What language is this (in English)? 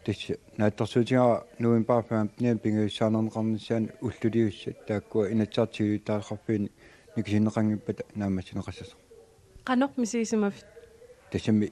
Kalaallisut